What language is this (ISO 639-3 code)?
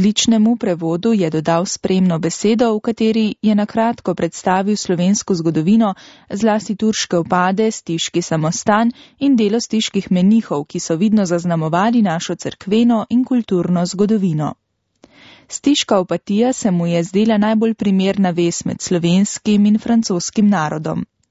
slv